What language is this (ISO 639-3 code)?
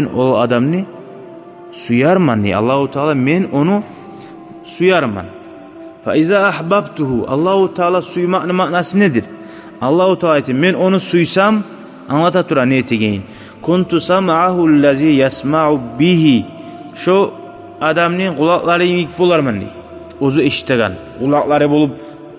kum